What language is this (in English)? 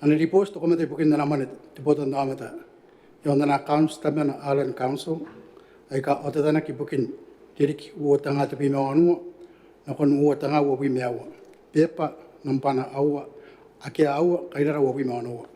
Gilbertese